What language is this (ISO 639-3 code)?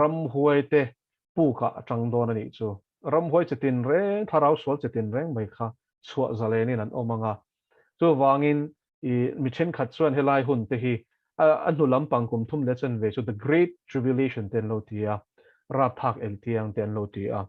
lus